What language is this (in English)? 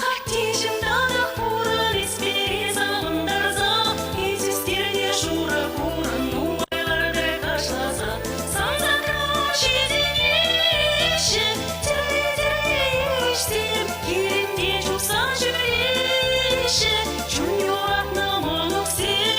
Chuvash